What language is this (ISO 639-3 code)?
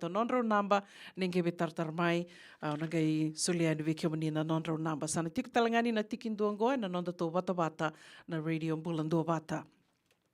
fij